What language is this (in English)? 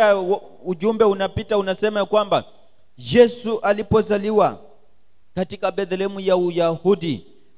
Swahili